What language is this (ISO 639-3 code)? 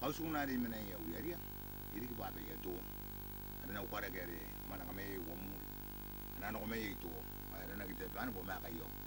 gil